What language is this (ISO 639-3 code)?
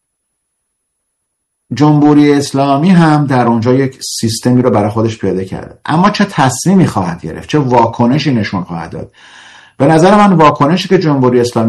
fas